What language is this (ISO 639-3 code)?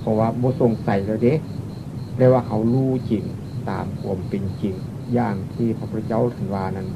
tts